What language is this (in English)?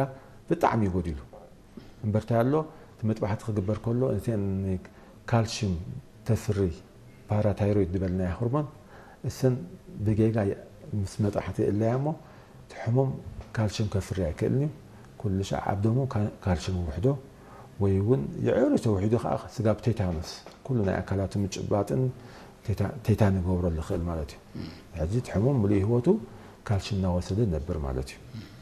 Tigrinya